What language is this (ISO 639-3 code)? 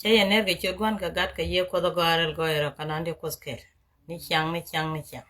nus